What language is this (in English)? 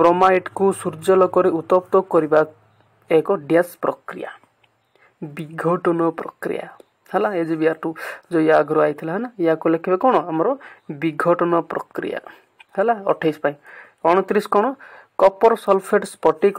Odia